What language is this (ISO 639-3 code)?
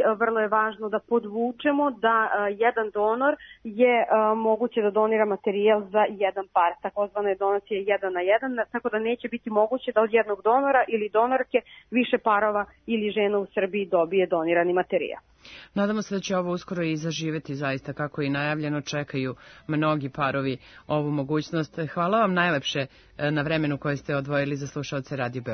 srp